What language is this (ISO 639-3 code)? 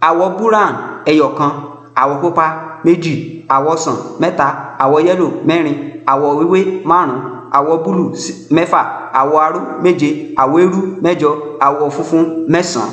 yor